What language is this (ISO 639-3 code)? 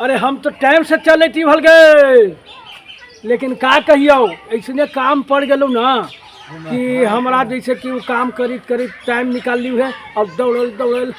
mag